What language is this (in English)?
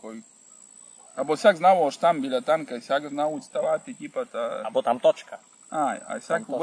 Rusyn